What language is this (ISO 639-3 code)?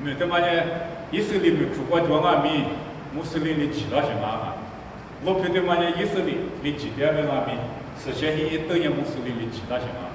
lis